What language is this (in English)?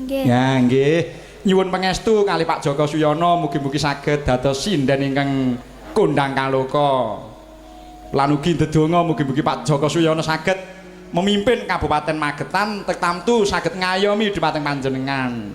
Javanese